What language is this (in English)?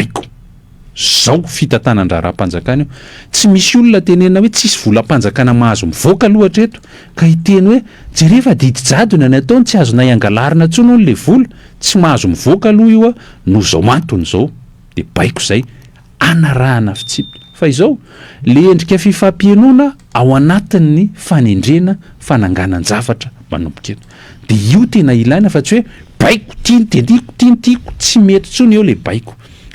Malagasy